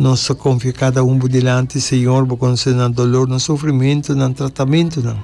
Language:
Papiamento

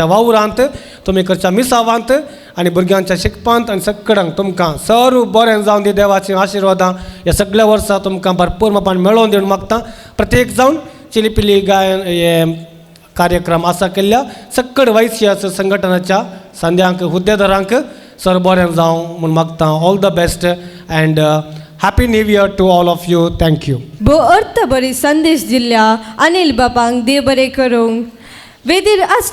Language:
Konkani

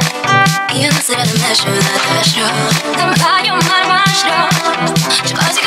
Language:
Hungarian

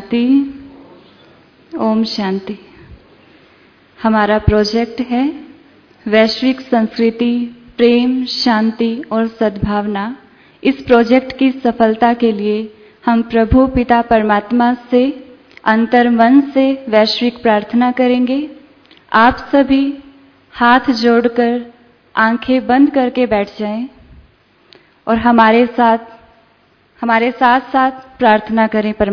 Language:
Hindi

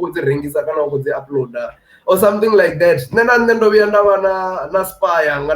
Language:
Venda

